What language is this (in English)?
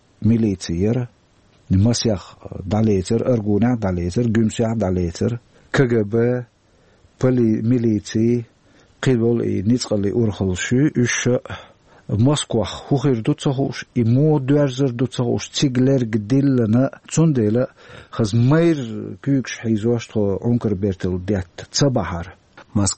Chechen